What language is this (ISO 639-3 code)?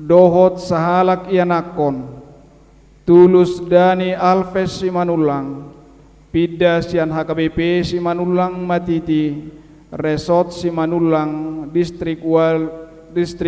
bbc